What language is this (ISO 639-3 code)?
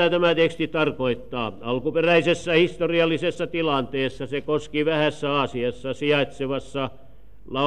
fin